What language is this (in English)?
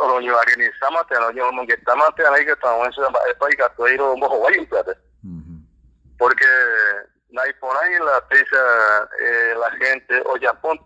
Guarani